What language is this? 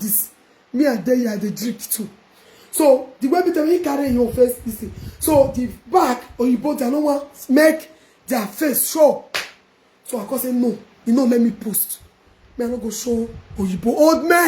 Nigerian Pidgin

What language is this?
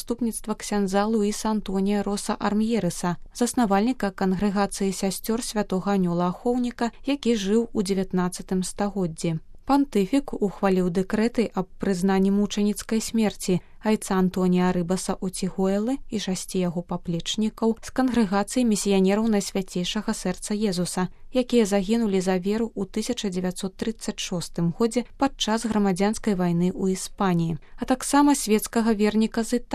Belarusian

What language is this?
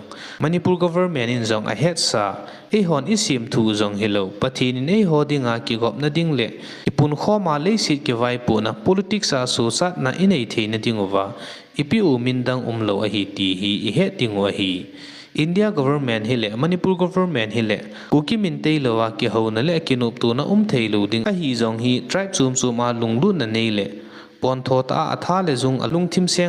Thado Chin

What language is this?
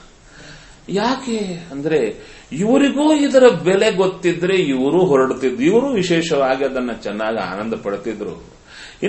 Kannada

